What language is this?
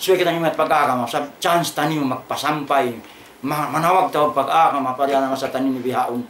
Tausug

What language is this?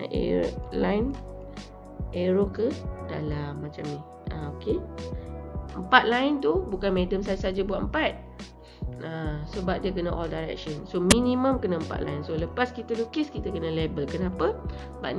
Malay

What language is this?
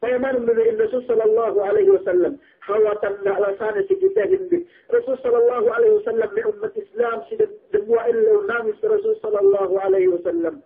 Yakan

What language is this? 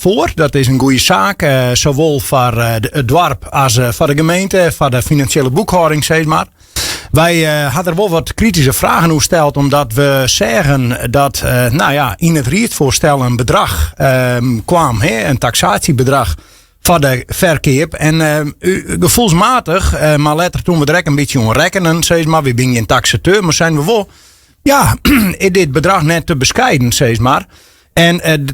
Western Frisian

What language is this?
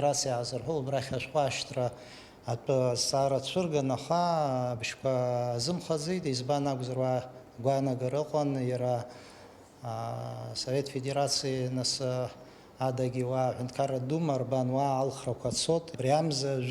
Abkhazian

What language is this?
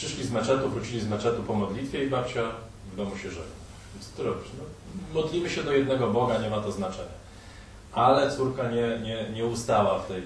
Polish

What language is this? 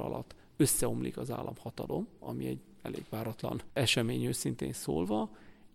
Hungarian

